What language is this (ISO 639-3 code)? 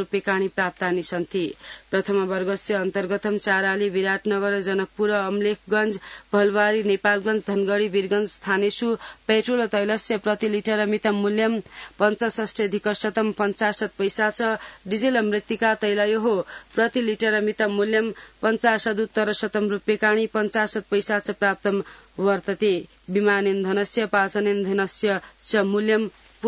san